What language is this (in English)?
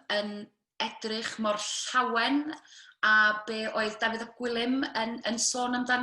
Welsh